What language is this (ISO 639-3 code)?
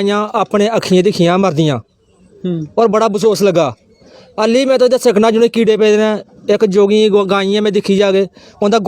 doi